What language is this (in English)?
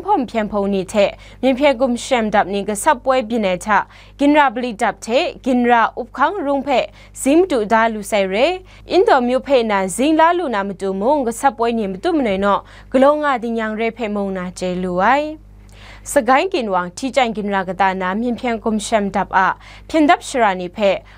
Kachin